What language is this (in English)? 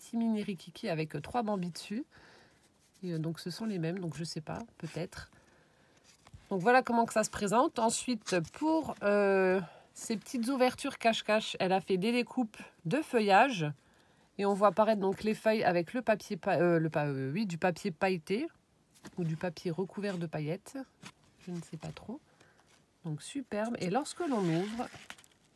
French